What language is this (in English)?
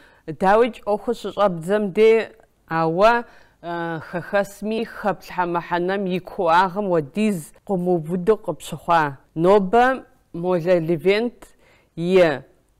Kabardian